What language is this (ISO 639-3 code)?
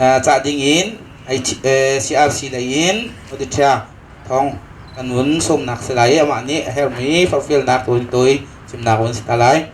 cnh